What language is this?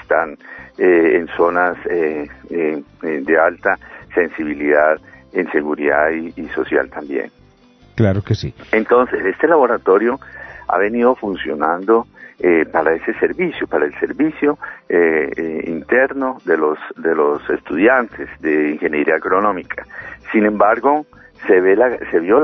Spanish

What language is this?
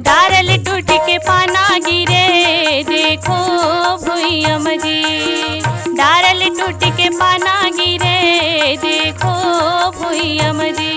Chhattisgarhi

